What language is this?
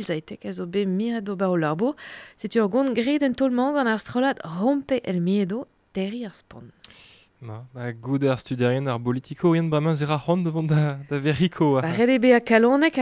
Breton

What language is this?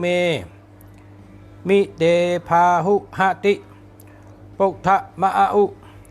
Shan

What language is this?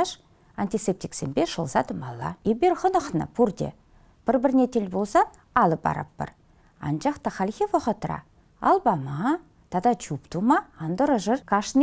Chuvash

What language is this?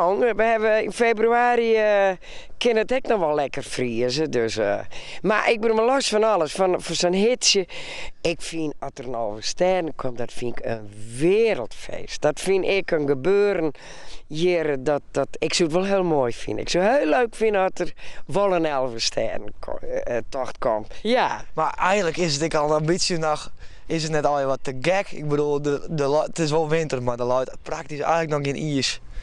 Western Frisian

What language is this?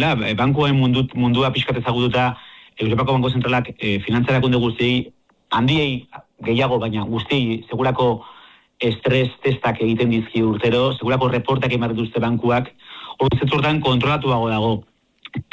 Basque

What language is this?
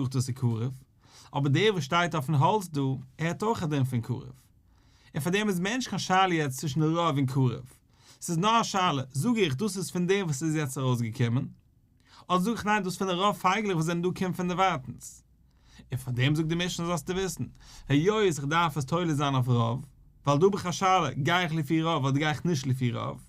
Yiddish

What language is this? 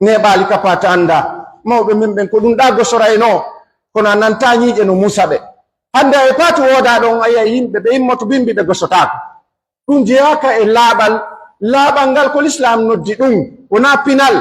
Pular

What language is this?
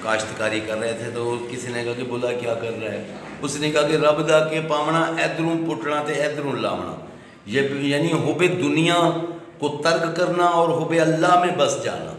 Saraiki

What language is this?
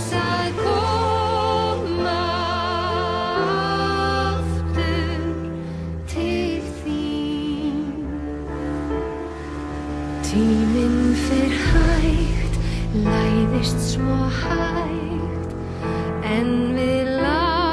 Icelandic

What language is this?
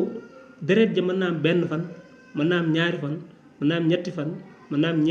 Wolof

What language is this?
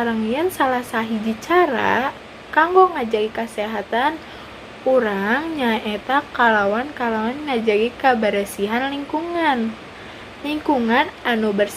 Sundanese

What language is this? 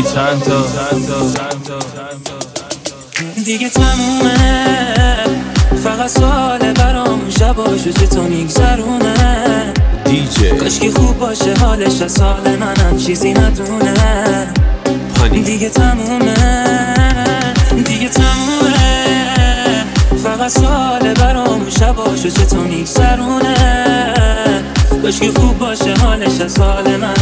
Persian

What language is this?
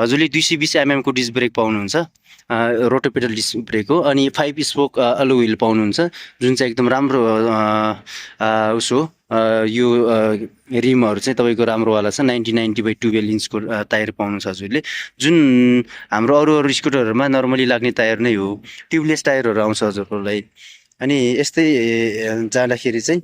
Nepali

